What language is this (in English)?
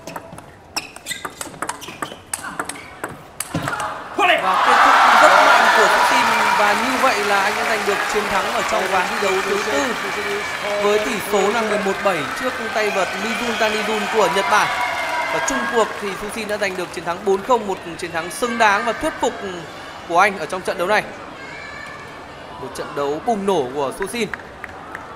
Vietnamese